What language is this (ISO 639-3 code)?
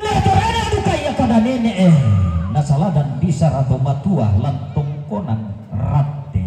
sda